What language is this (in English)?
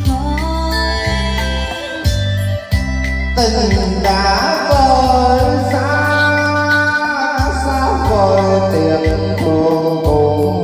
Vietnamese